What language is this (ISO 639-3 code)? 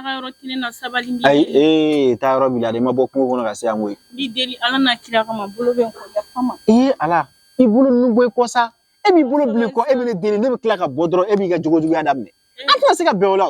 bam